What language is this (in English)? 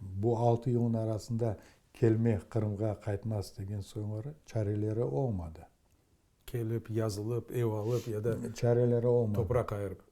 Crimean Tatar